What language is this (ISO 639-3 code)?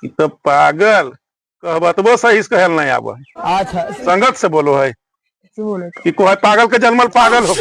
mag